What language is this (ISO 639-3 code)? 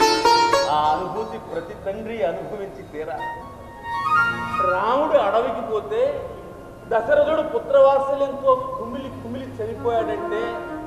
tel